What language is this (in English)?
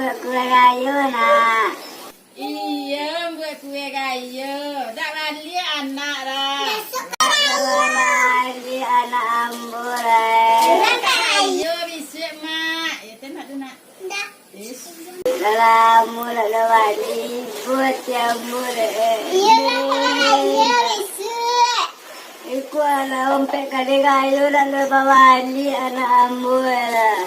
Minangkabau